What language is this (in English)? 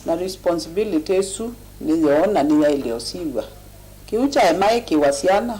Kamba